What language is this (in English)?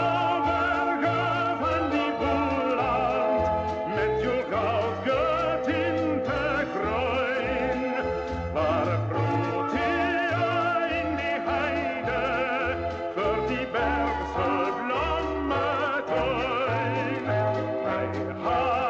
Afrikaans